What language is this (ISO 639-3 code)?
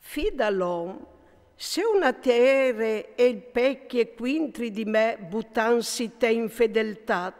fur